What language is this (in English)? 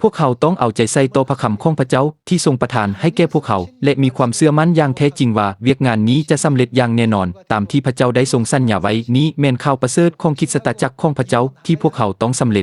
Lao